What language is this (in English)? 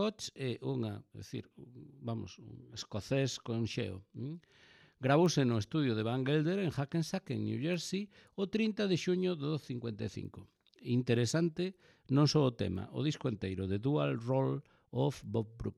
Galician